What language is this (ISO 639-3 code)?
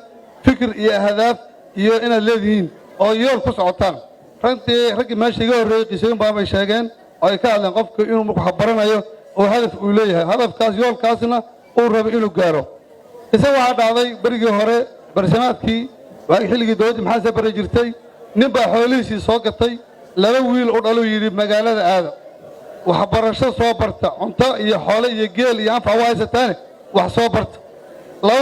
som